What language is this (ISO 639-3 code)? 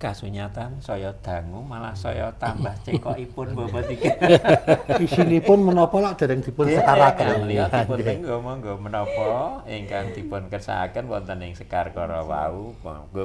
jav